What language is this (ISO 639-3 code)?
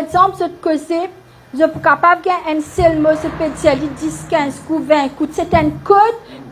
mfe